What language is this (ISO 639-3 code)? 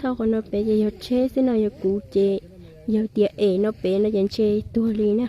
hmn